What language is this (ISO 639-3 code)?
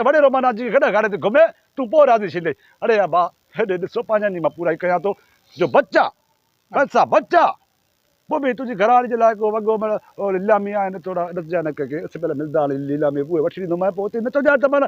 snd